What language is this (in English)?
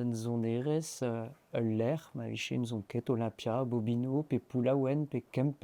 Breton